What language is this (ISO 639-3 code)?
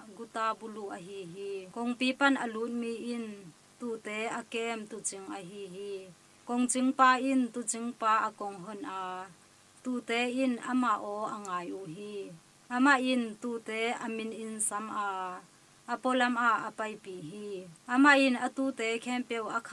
ctd